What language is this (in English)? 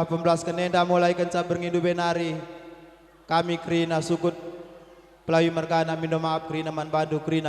Batak Karo